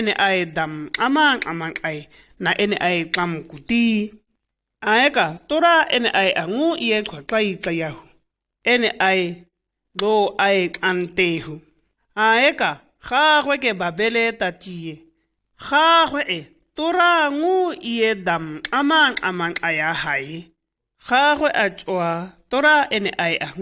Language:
Shua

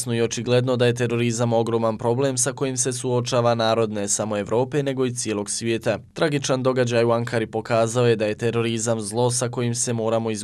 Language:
Bosnian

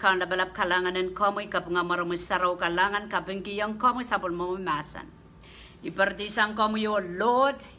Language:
Pohnpeian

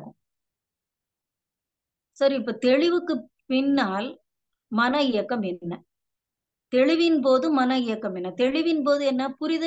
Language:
Tamil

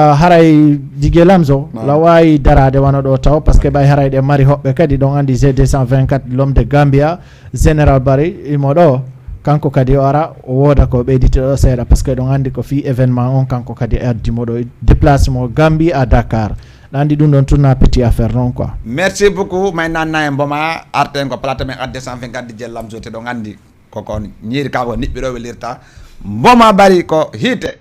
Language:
Fula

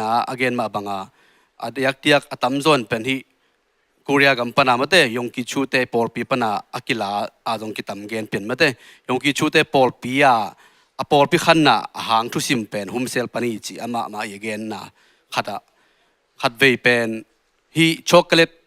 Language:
Tedim Chin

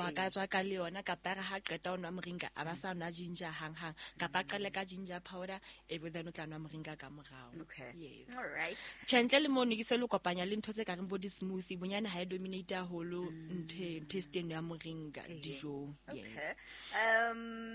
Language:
Southern Sotho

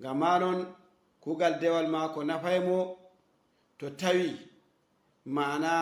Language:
Fula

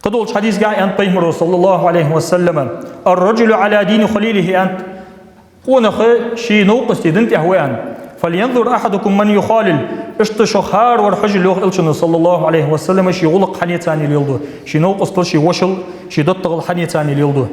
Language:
Ingush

